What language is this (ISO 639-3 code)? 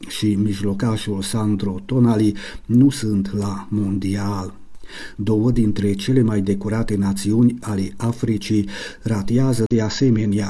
ron